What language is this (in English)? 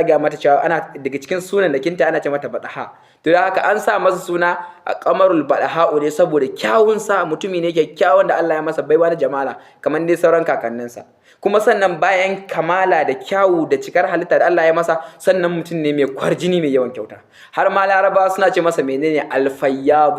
Hausa